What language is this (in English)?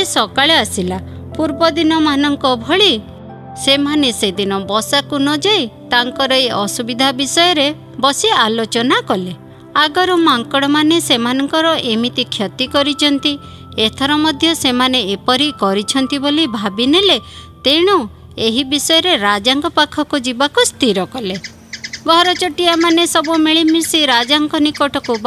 Odia